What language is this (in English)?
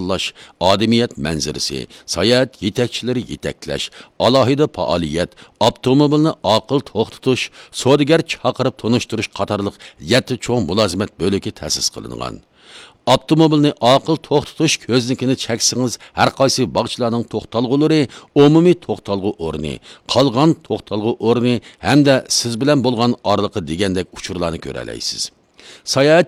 Uyghur